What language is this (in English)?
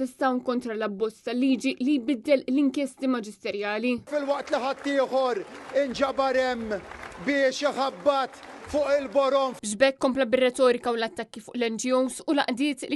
Maltese